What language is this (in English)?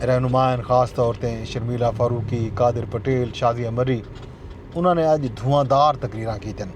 Saraiki